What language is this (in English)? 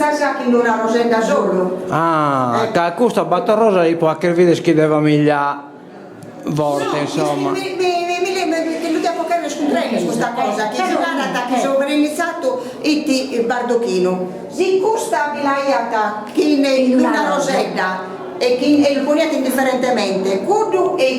Sardinian